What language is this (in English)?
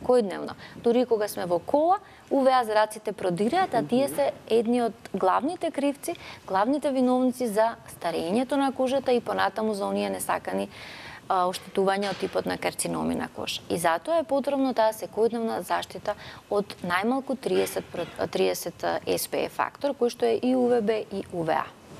Macedonian